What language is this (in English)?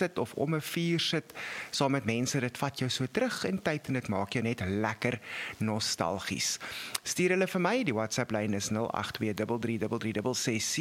Afrikaans